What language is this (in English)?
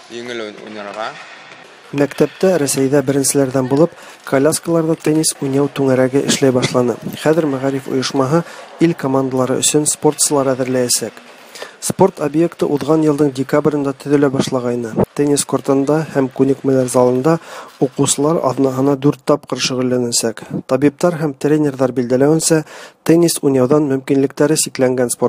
Tatar